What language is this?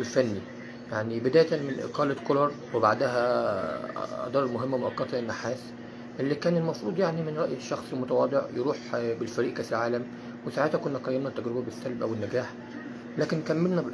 Egyptian Arabic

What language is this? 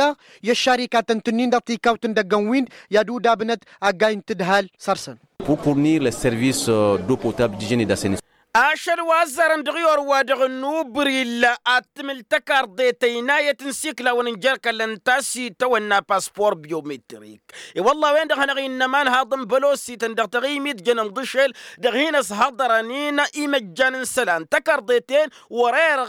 Tamasheq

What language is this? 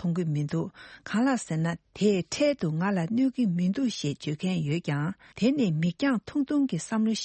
Tibetan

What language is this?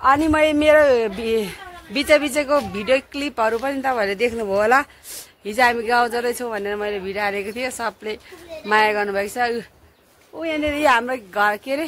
Nepali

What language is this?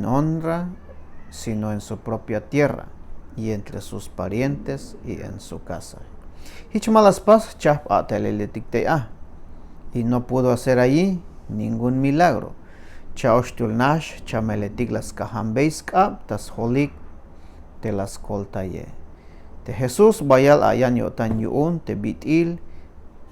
Tzeltal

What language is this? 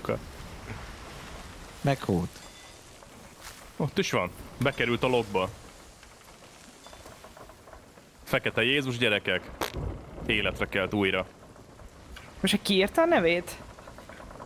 Hungarian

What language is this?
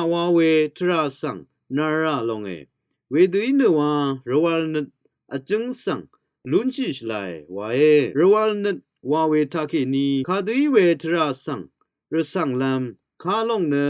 Rawang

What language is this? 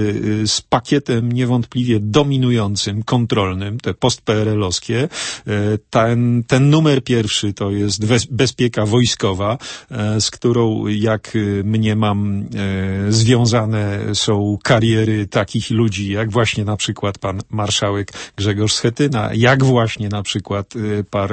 Polish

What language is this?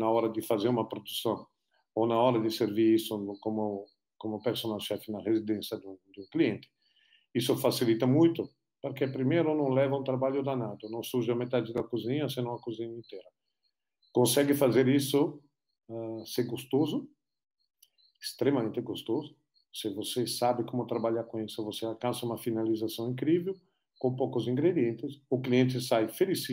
Portuguese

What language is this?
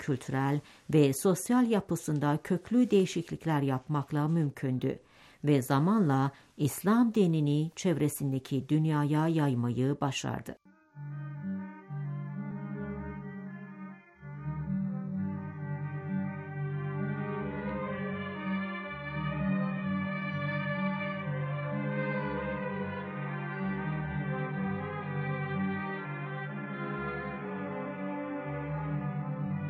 Turkish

